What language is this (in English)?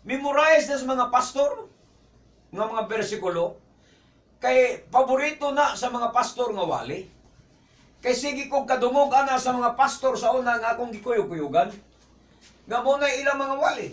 Cebuano